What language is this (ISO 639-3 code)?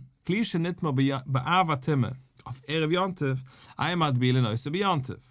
yid